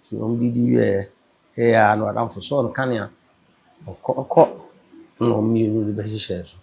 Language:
Akan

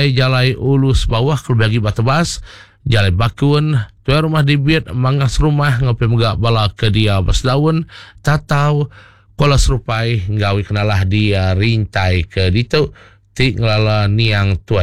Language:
Iban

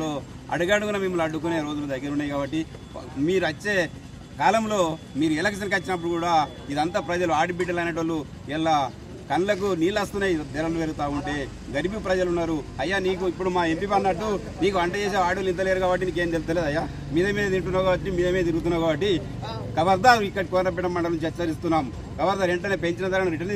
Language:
Telugu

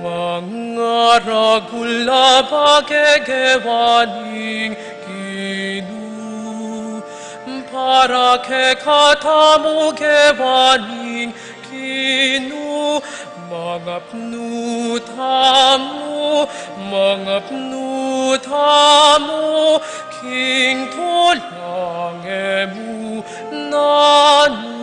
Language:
Pampanga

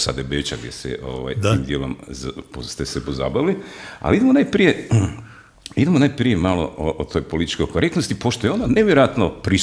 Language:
Croatian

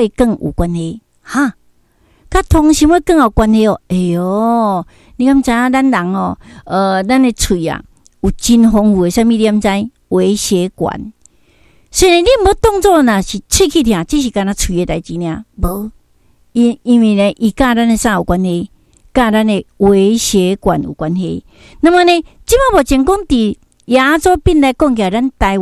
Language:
Min Nan Chinese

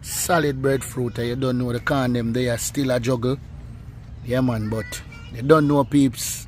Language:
Jamaican Creole English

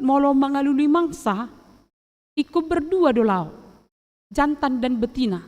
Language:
Batak Toba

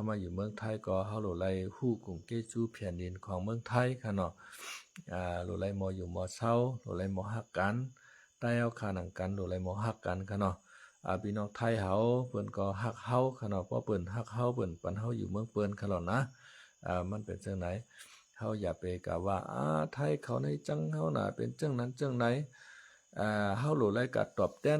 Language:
Shan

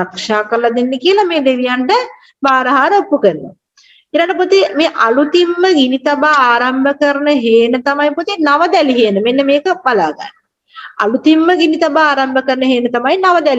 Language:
Sinhala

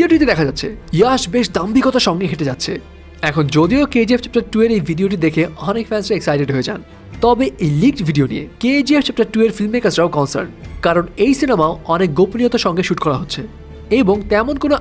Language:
Bangla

